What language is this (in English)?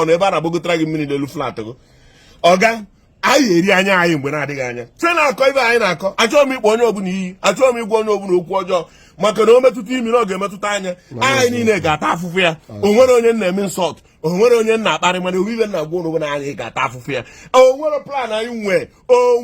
Igbo